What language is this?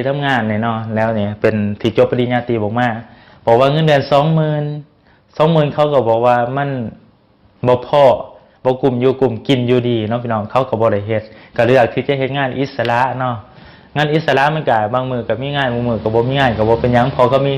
Lao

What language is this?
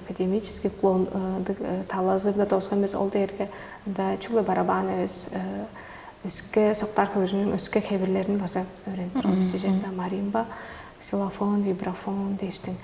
Tuvinian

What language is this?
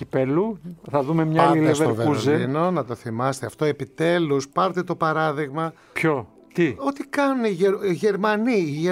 Greek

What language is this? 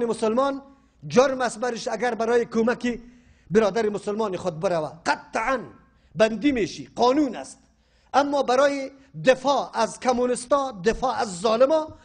Persian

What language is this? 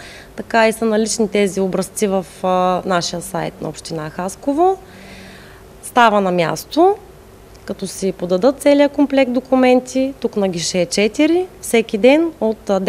Bulgarian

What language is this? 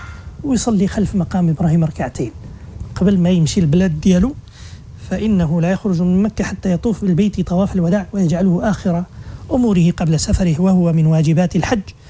Moroccan Arabic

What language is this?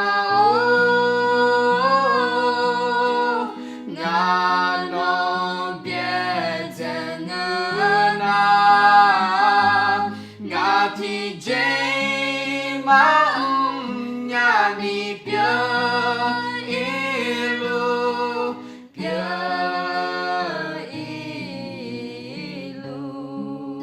Akha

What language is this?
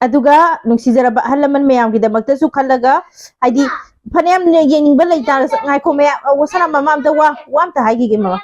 Manipuri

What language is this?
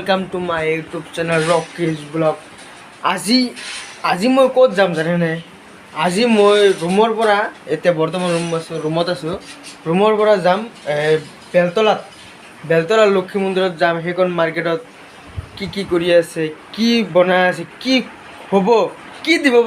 Assamese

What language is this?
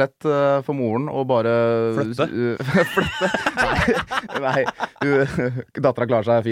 Norwegian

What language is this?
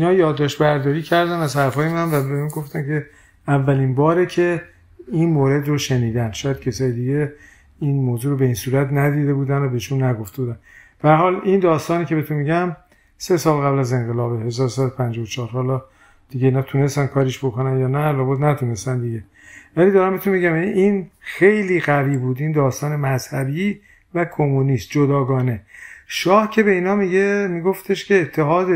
Persian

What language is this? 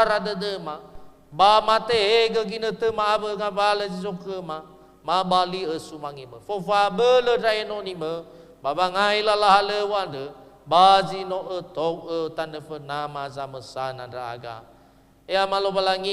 Nias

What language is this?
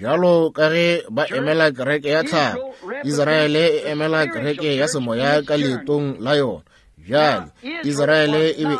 Northern Sotho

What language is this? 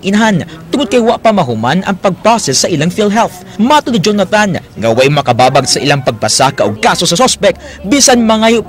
Cebuano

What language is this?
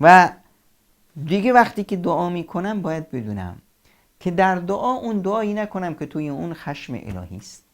Persian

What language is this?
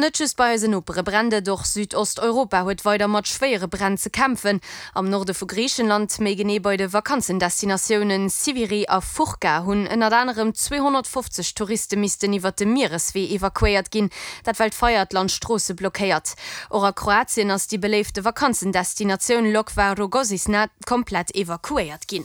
Luxembourgish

